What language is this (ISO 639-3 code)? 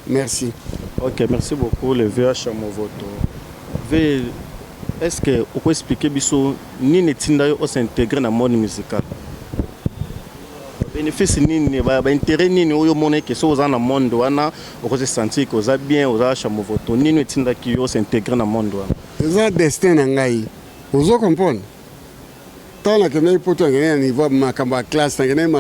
lin